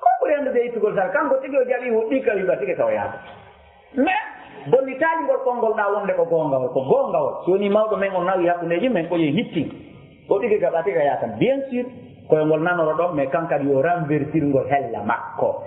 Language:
Fula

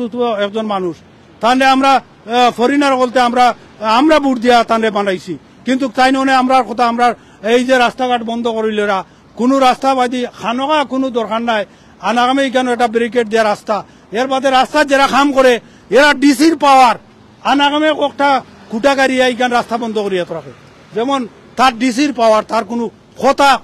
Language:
Sylheti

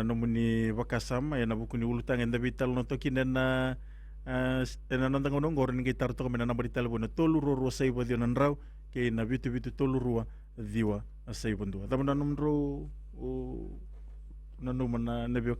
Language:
Fijian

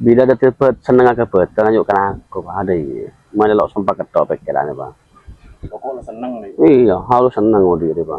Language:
Madurese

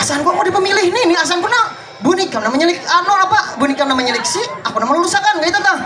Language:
Banjar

